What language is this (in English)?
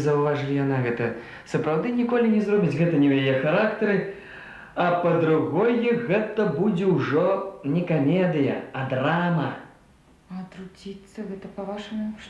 Belarusian